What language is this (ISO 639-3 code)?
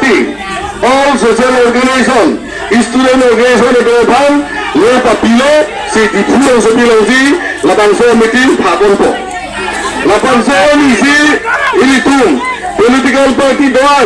mjw